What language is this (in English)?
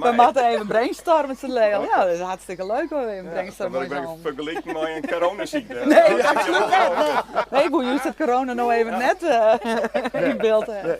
Western Frisian